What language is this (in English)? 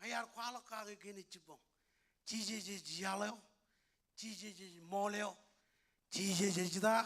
Marshallese